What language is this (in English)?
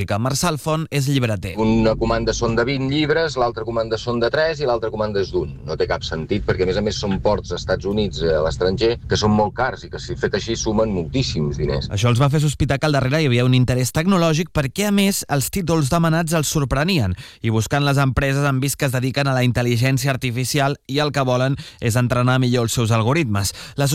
Catalan